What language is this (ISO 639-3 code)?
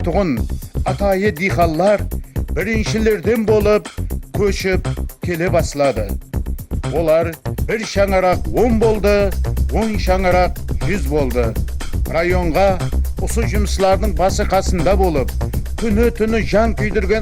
kaa